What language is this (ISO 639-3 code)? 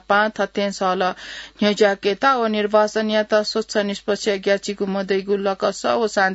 new